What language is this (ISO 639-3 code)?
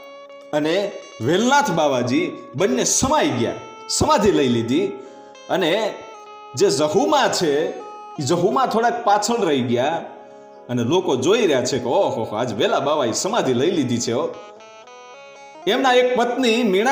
guj